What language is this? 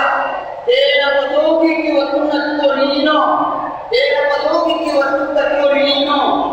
Buginese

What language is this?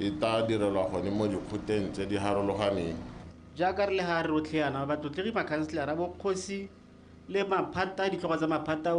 Tswana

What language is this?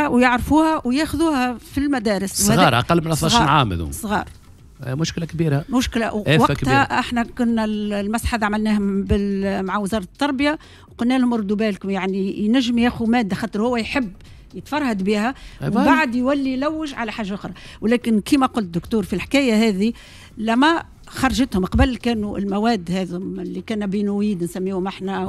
Tunisian Arabic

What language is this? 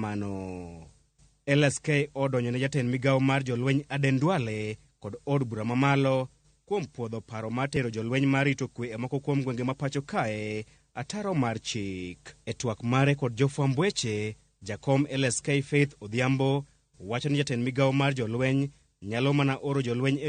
Luo (Kenya and Tanzania)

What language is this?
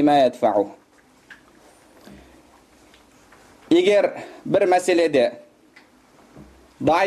Kazakh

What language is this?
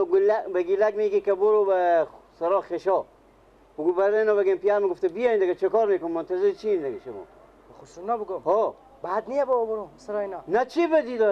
Persian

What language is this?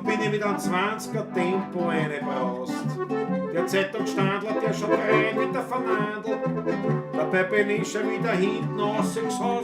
Bavarian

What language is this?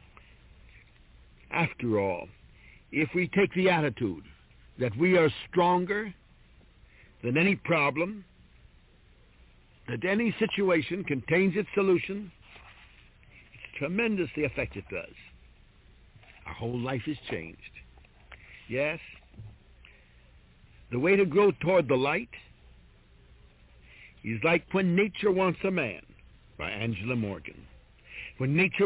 English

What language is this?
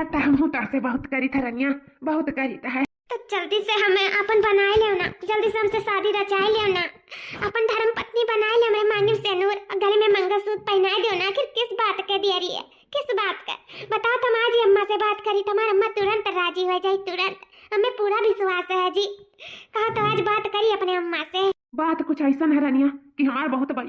Awadhi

